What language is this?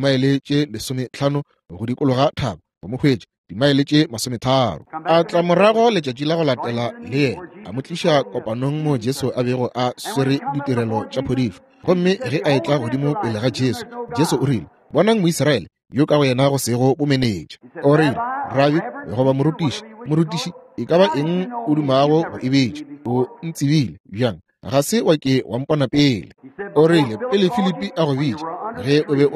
Northern Sotho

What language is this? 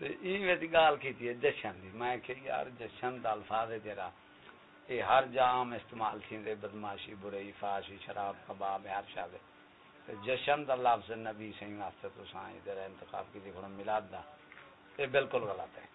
Saraiki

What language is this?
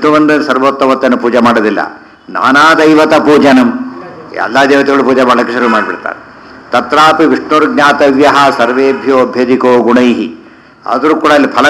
Kannada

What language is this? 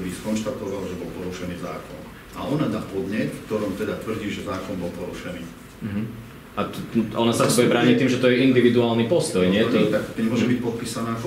Slovak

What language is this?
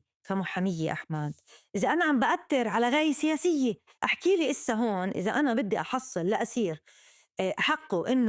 North Levantine Arabic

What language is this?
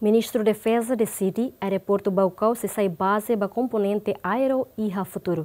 Tetum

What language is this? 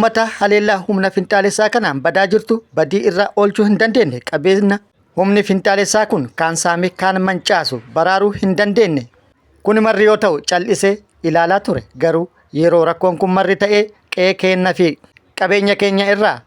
Oromo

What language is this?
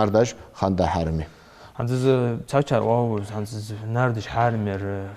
Ingush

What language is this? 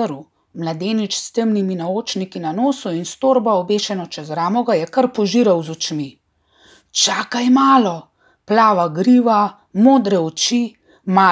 Slovenian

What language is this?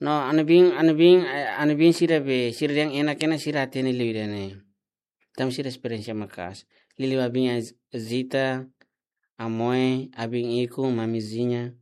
Tetum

